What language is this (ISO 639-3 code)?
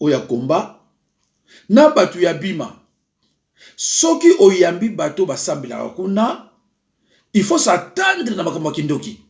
lin